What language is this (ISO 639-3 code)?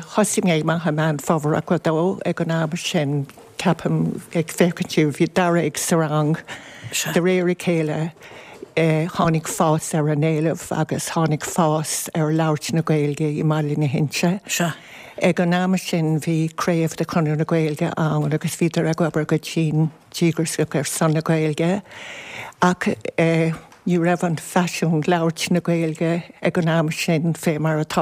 gle